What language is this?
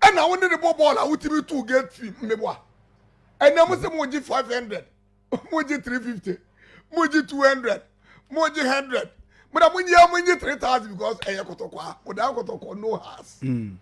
Akan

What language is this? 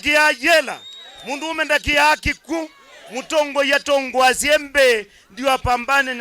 Kamba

